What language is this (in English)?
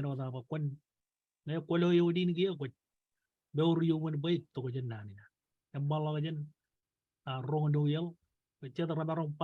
Marshallese